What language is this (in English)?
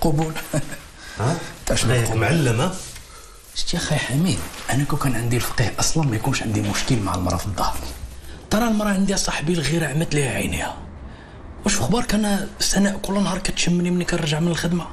Moroccan Arabic